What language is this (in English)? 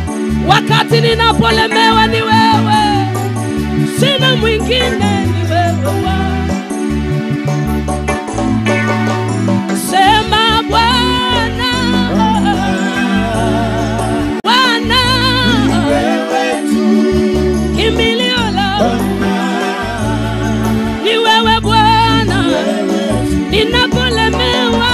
Swahili